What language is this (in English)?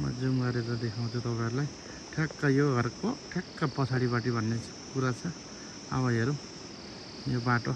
Nepali